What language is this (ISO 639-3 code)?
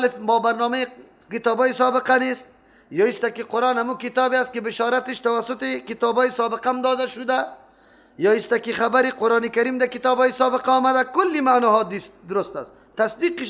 fas